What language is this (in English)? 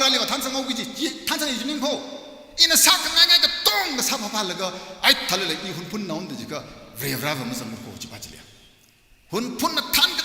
Tangkhul Naga (India)